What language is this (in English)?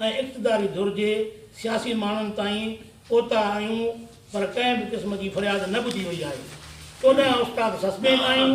Sindhi